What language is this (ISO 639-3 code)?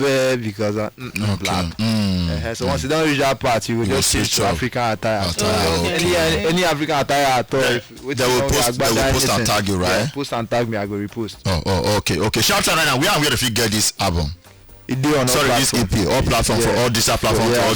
pcm